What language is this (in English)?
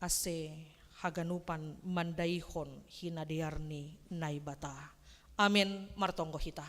Batak Simalungun